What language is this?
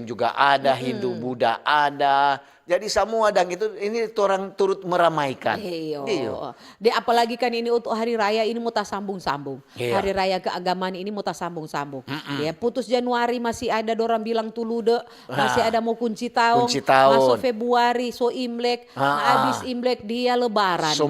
Manado Malay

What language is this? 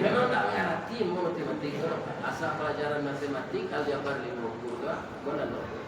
Minangkabau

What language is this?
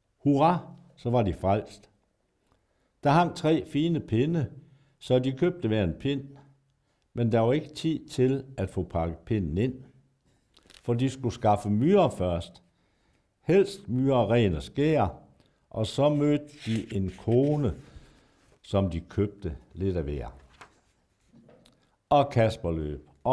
Danish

